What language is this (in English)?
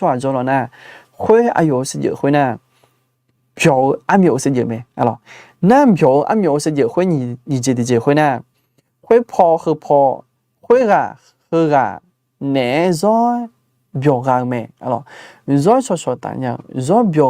Akha